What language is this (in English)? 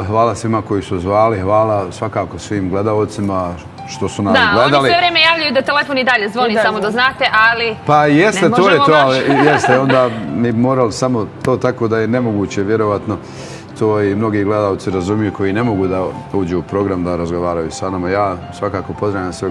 Bosnian